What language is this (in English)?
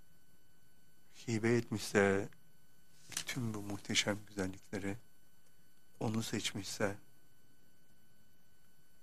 Turkish